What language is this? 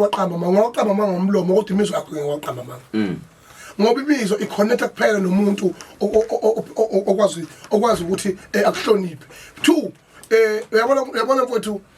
Zulu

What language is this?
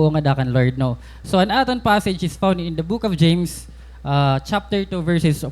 Waray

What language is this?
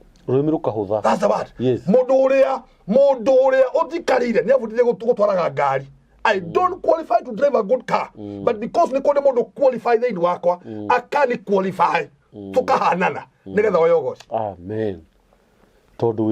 Kikuyu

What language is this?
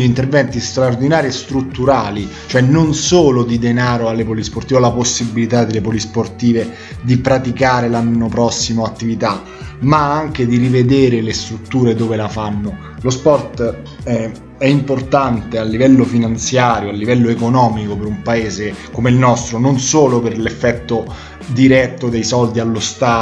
Italian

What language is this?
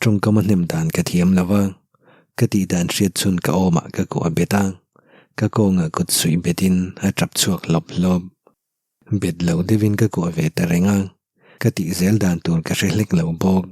Mizo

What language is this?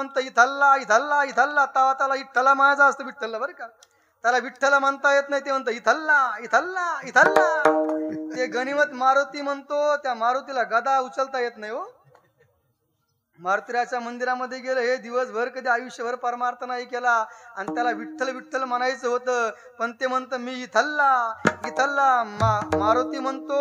Marathi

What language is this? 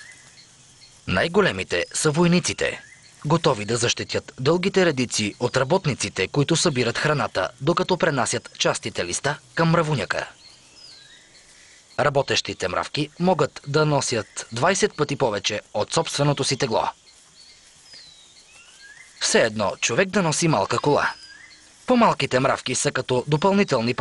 Bulgarian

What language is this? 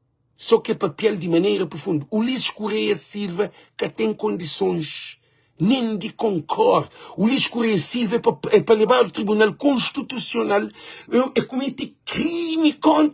Kabuverdianu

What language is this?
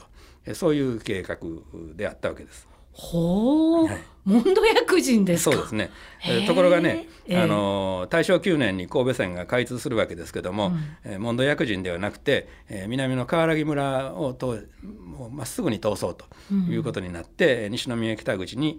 Japanese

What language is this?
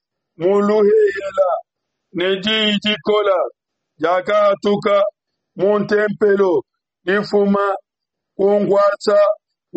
Luba-Lulua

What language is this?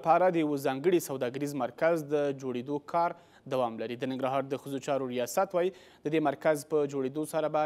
Pashto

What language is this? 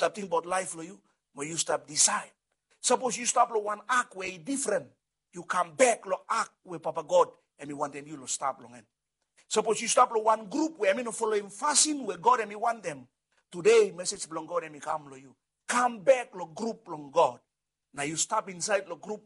Bislama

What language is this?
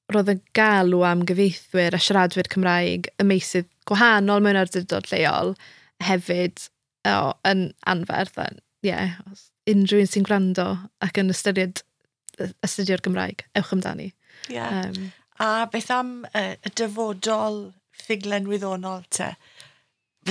Welsh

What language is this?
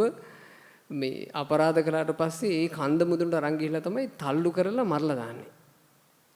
Sinhala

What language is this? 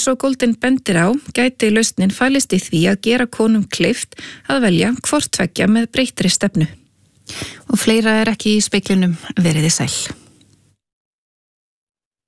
Icelandic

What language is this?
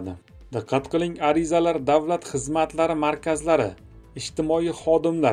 Uzbek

